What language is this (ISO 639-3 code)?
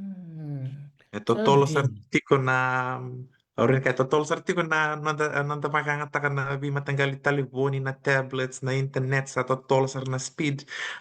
fij